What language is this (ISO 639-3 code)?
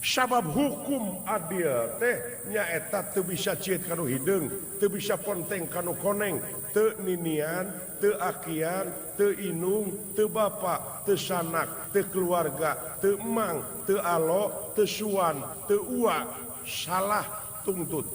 sun